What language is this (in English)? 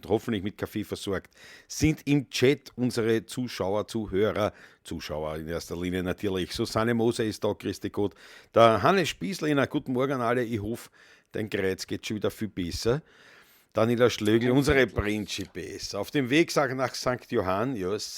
Bavarian